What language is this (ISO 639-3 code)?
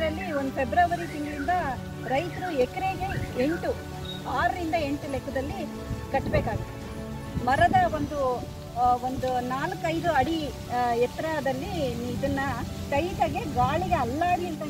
kan